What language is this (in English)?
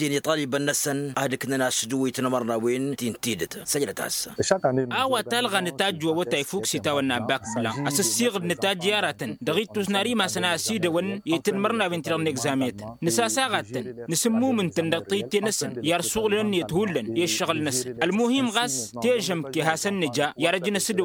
Tamasheq